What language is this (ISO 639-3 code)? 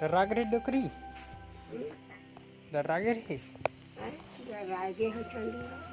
hne